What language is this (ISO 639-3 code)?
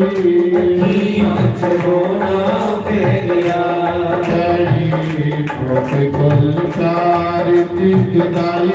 doi